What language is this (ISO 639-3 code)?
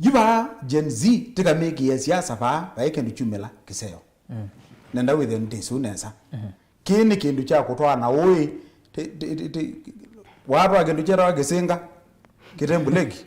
kam